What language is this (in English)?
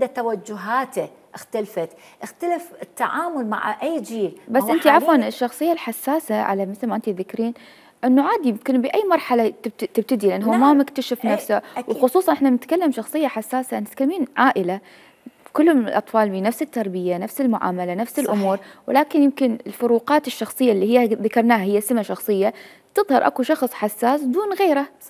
Mesopotamian Arabic